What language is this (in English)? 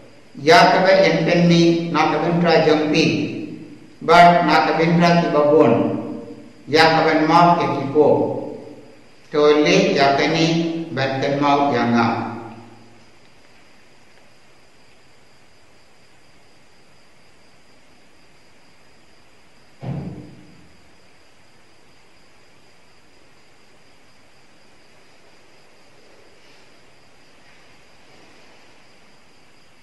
Khasi